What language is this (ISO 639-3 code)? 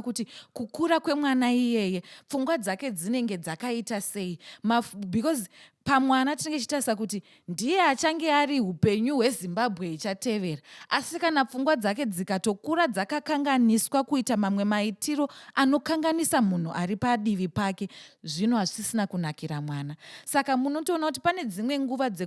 sna